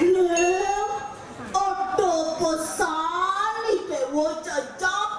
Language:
Balinese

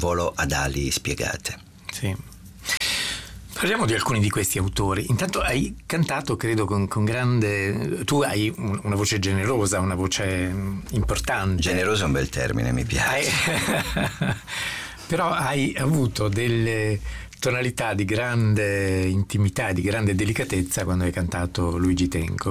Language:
Italian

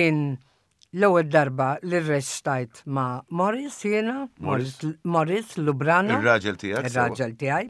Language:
Maltese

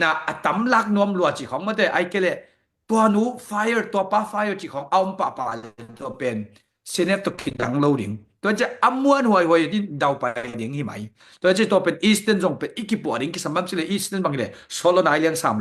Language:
Tedim Chin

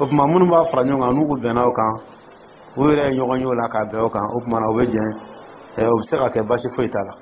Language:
Dyula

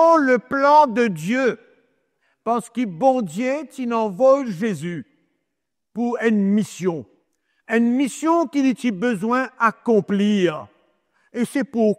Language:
Morisyen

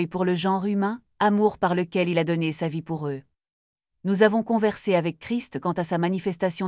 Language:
French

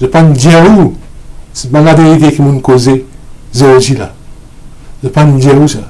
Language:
Morisyen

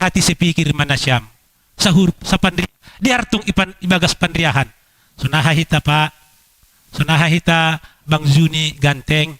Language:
Batak Simalungun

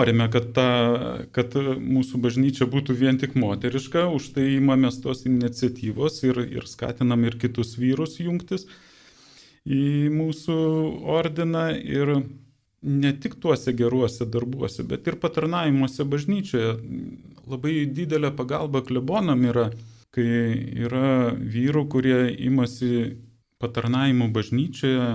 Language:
Lithuanian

